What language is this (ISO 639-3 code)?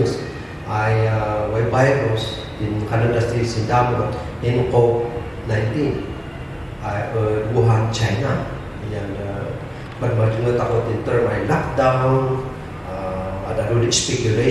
kne